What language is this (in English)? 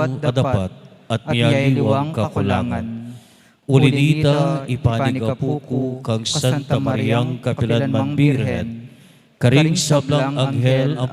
Pampanga